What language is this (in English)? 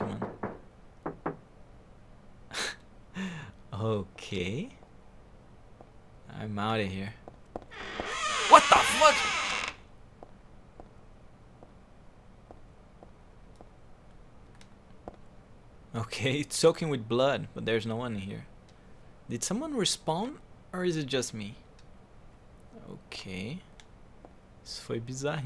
Portuguese